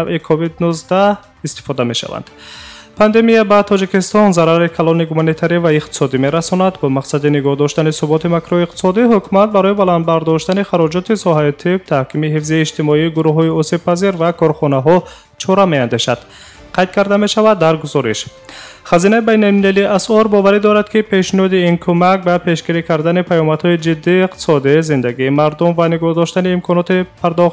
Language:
Tajik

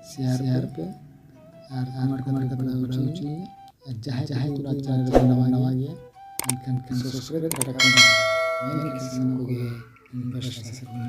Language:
Santali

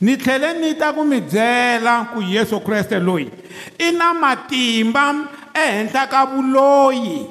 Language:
Tsonga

